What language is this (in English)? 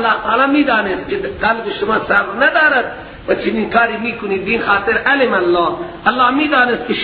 Persian